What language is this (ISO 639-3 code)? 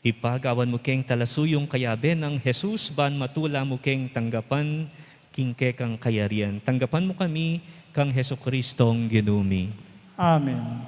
pam